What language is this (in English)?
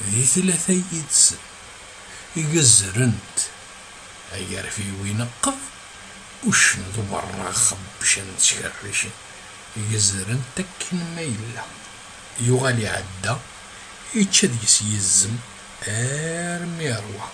Kabyle